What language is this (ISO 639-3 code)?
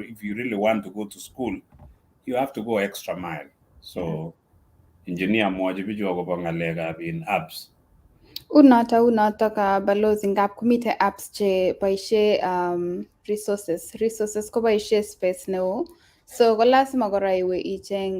kln